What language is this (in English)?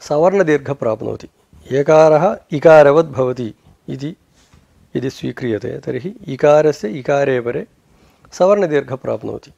Sanskrit